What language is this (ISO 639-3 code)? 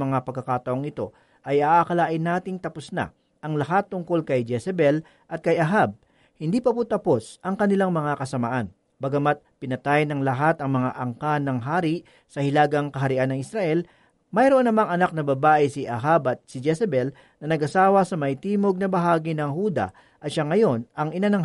fil